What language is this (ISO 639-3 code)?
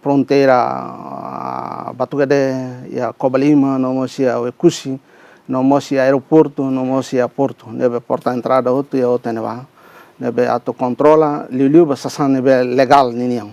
tet